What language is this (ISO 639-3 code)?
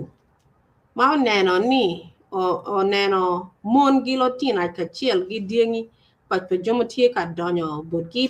ach